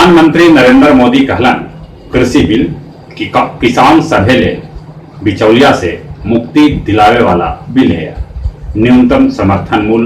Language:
Magahi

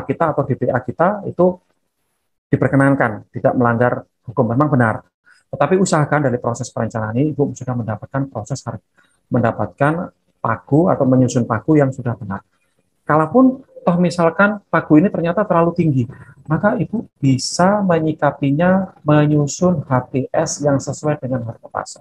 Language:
Indonesian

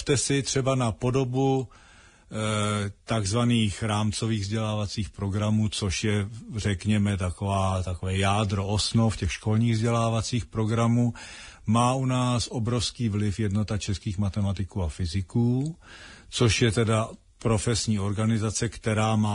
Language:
Czech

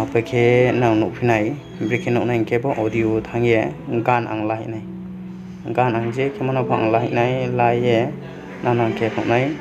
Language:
Riang (India)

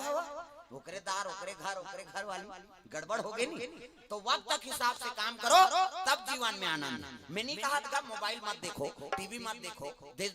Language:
Chhattisgarhi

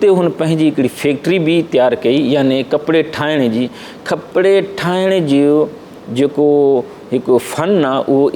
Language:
Sindhi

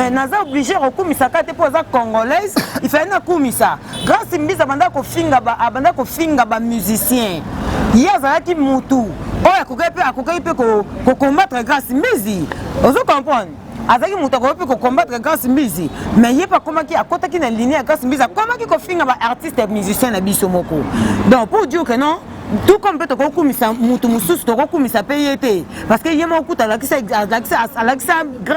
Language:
Lingala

